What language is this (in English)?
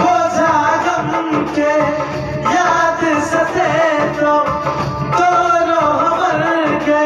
Maithili